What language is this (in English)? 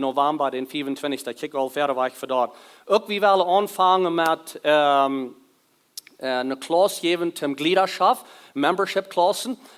Plautdietsch